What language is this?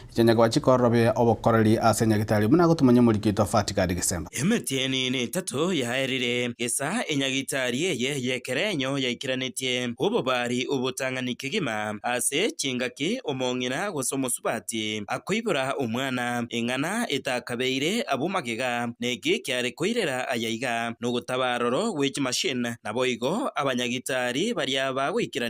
Gusii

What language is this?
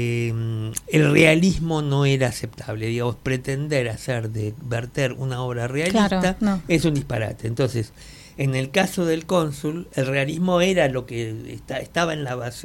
Spanish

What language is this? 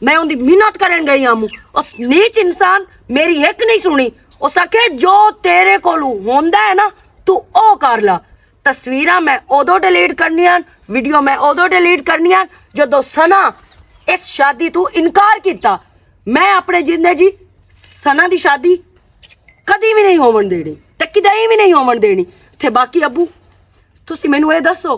Western Panjabi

